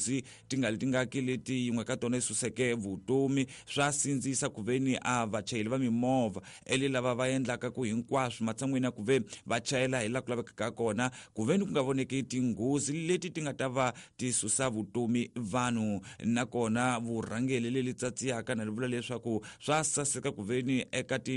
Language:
Tsonga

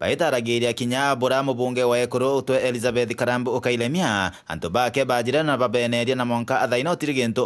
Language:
Meru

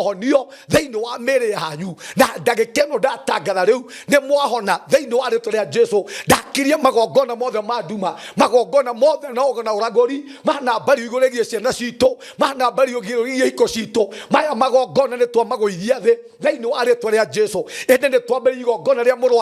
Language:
Kikuyu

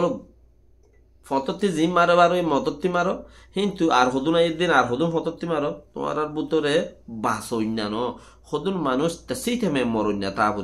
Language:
Rohingya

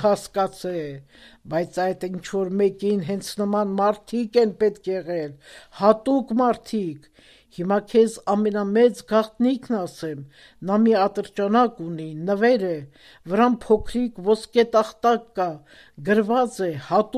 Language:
Armenian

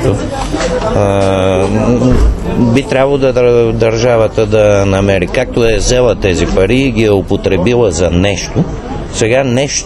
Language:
Bulgarian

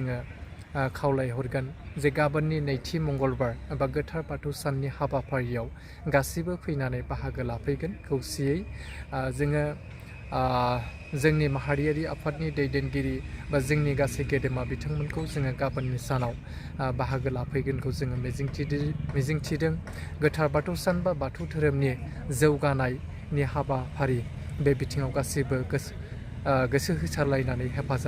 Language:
Bodo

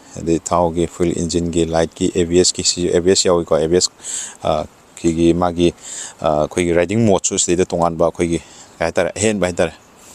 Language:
Manipuri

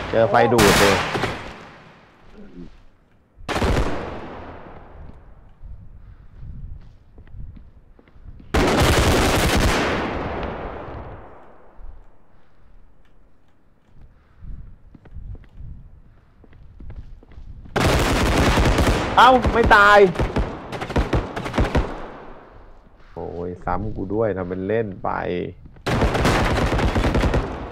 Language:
Thai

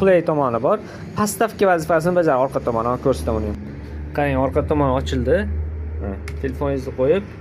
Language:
Uzbek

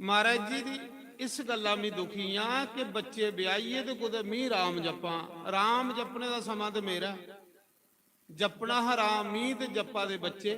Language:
Dogri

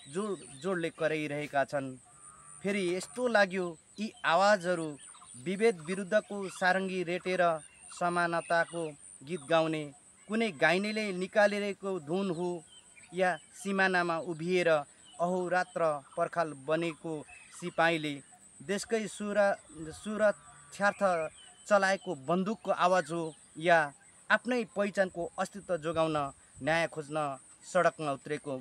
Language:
Nepali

